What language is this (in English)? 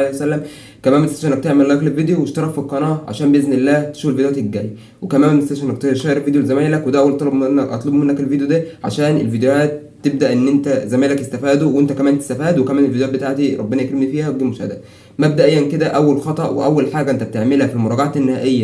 Egyptian Arabic